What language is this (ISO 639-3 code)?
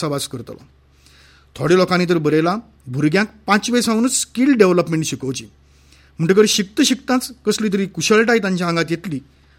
kok